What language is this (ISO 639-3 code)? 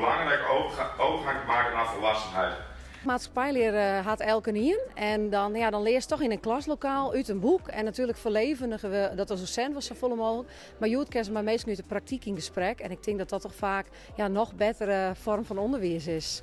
fry